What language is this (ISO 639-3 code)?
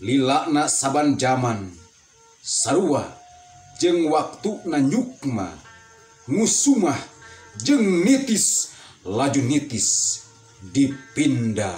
sun